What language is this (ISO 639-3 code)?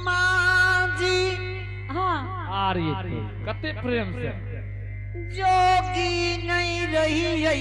anp